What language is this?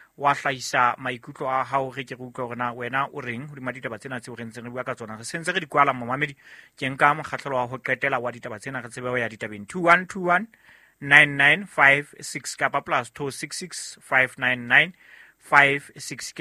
Southern Sotho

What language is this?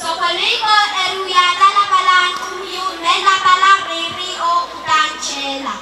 Pohnpeian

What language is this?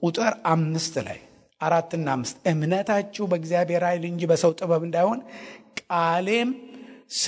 Amharic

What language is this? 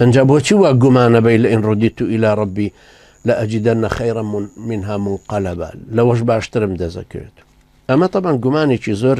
Central Kurdish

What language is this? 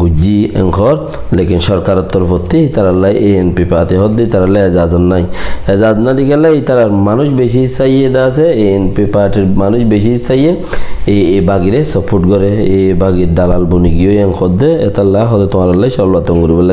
Rohingya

